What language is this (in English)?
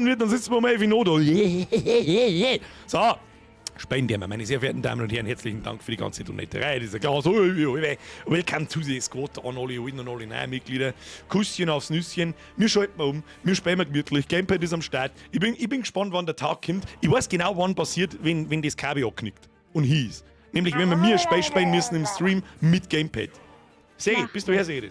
Bavarian